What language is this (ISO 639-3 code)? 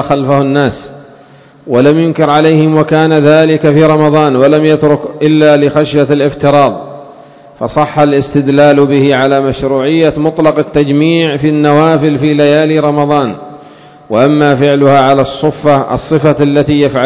ara